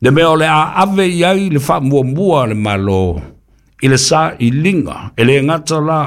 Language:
Samoan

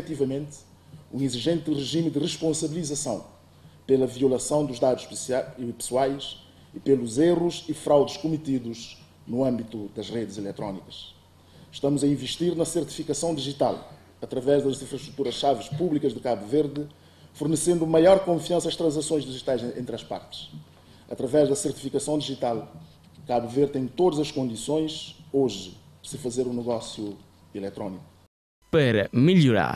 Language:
Portuguese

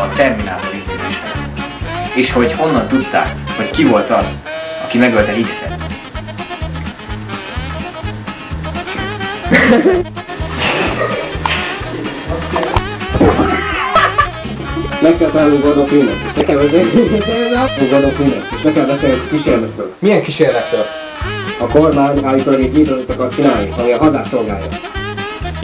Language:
Hungarian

